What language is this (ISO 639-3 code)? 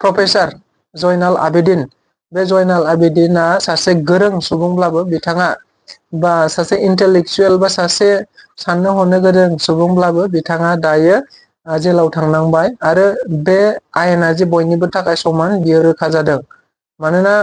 brx